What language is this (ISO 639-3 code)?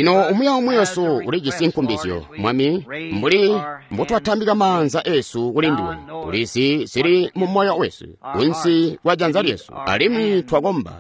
toi